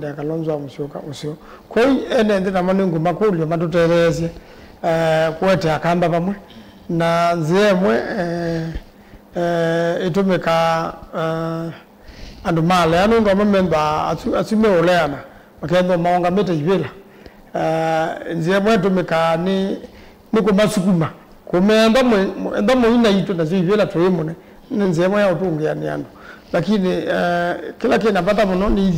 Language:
Kamba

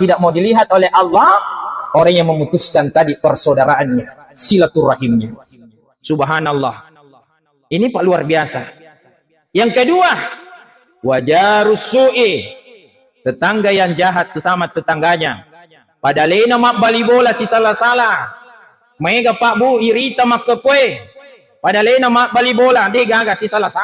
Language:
Buginese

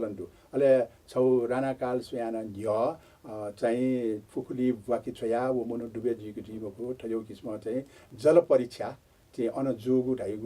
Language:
Newari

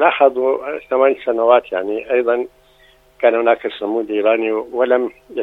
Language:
Arabic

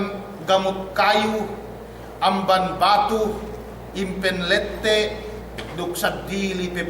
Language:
Yakan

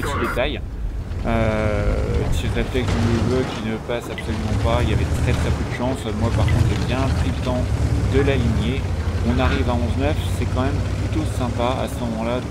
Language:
French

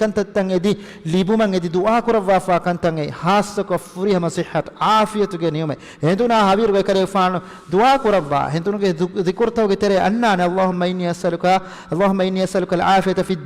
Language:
Divehi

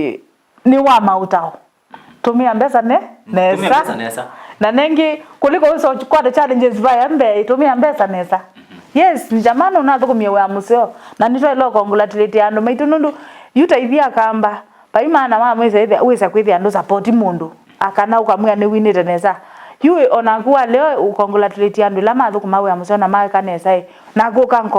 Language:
Kamba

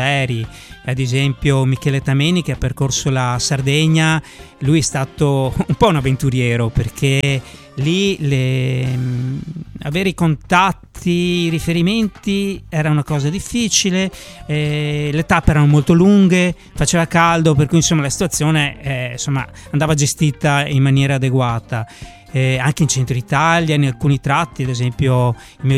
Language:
Italian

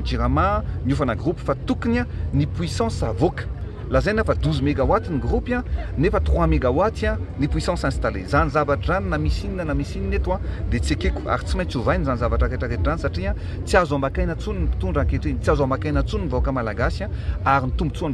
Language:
Malagasy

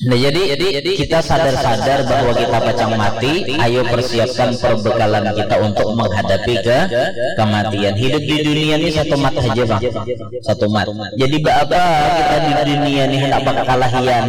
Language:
Banjar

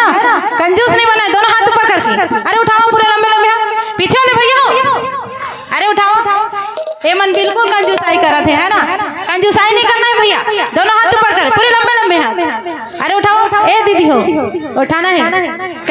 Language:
Chhattisgarhi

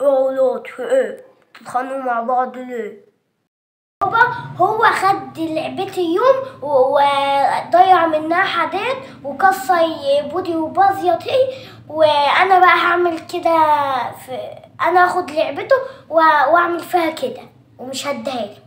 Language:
Egyptian Arabic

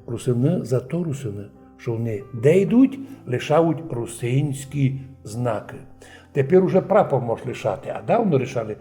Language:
Rusyn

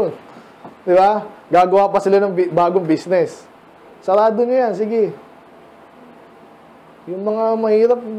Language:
Filipino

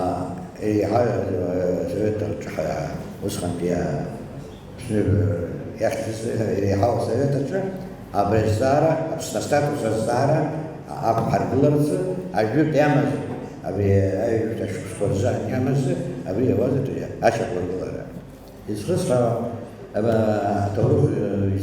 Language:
Abkhazian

